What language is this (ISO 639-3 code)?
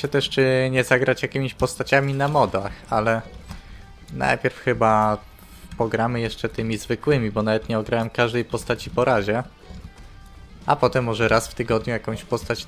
pol